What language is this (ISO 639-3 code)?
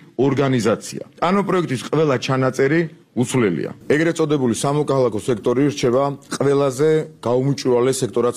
kat